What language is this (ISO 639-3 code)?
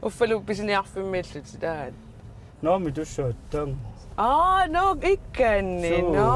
kal